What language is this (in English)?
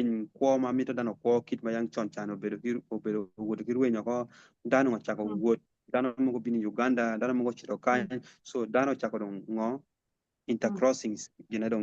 Acoli